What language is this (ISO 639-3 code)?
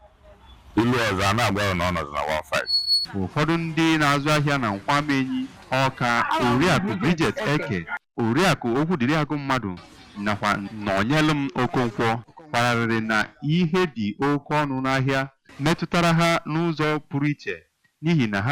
ibo